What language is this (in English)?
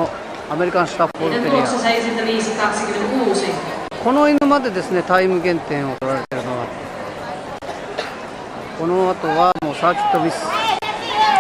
Japanese